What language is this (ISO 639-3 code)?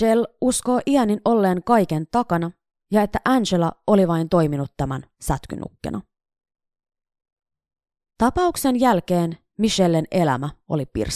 fin